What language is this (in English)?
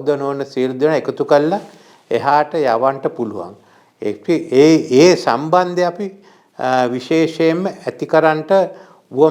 Sinhala